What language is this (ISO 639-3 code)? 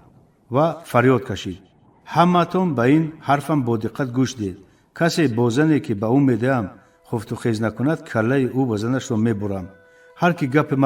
tgk